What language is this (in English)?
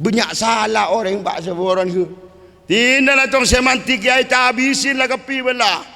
Madurese